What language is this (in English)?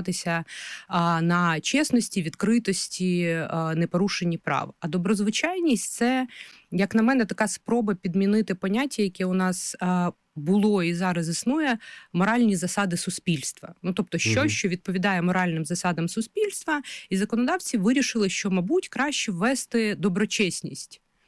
Ukrainian